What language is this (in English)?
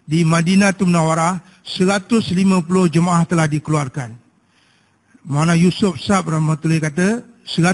Malay